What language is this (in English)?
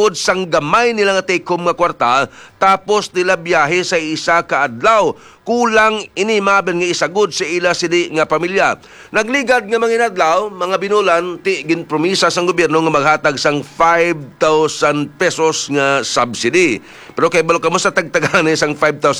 Hiligaynon